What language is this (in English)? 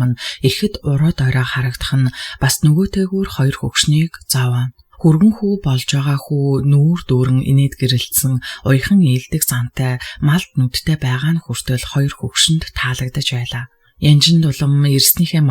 Mongolian